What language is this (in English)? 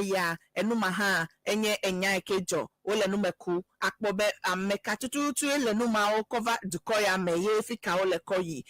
Ewe